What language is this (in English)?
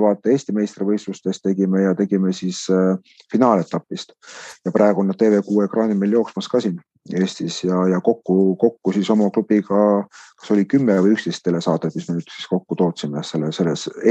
Estonian